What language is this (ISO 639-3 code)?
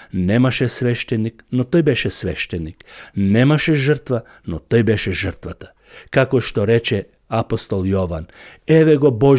mkd